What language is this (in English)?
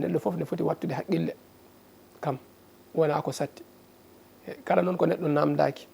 Fula